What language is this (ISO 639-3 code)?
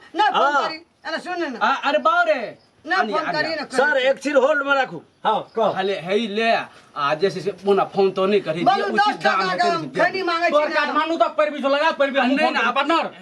mai